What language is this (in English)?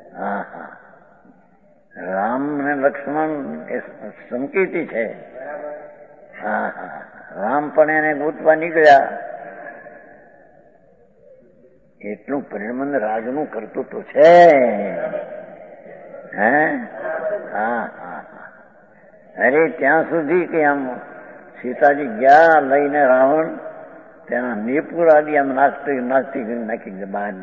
Gujarati